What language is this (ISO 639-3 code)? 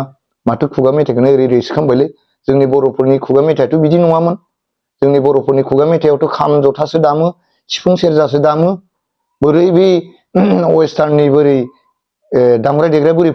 brx